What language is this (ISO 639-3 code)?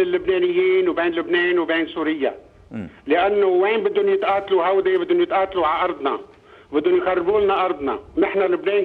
apc